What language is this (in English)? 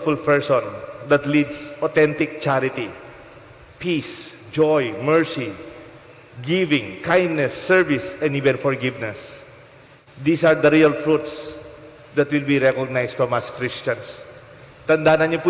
Pampanga